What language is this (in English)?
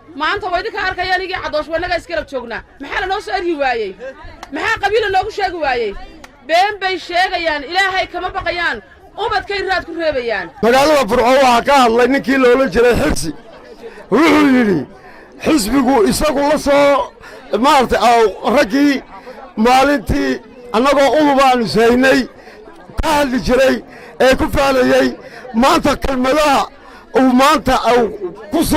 Somali